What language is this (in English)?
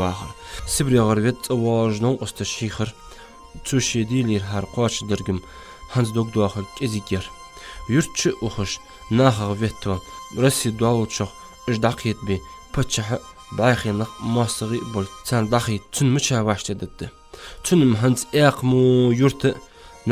Ingush